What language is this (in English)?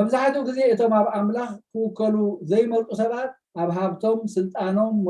Tigrinya